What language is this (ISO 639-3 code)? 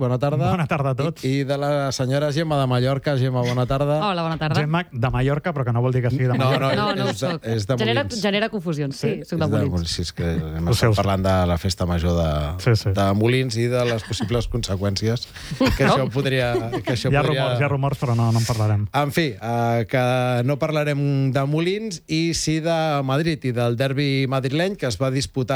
cat